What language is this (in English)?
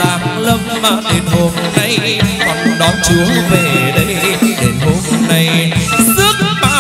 Vietnamese